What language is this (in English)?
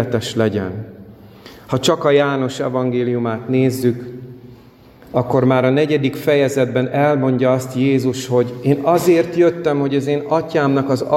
Hungarian